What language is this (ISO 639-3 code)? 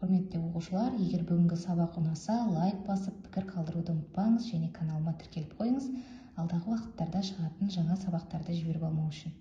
kaz